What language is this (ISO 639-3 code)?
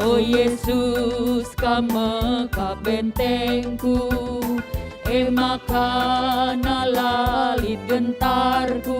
btx